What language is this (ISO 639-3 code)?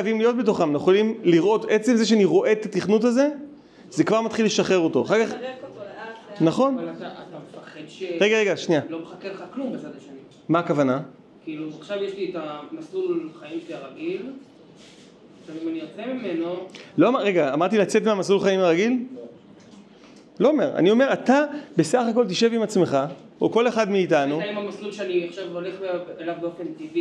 heb